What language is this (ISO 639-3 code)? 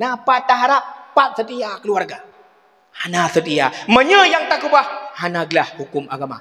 ace